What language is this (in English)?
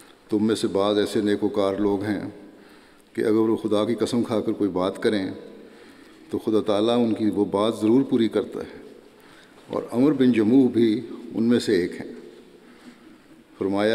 Urdu